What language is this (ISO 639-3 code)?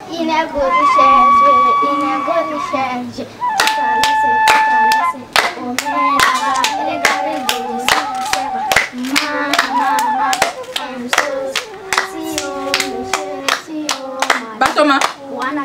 bam